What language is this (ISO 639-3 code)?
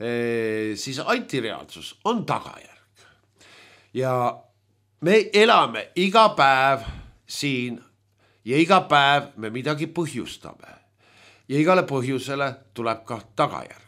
est